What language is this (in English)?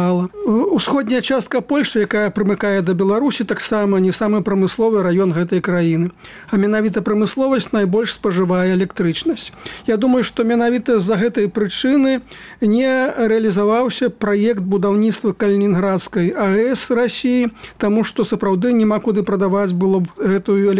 Belarusian